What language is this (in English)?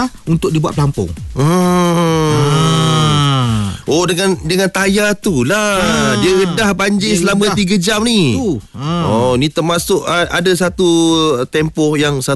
Malay